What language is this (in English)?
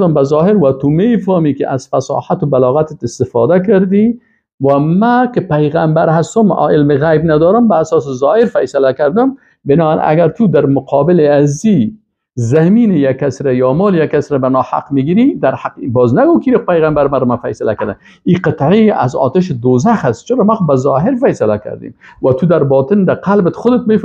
Persian